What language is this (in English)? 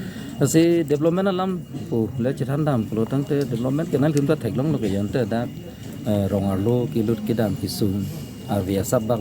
Karbi